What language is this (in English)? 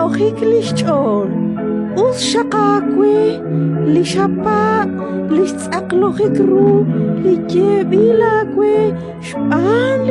Kekchí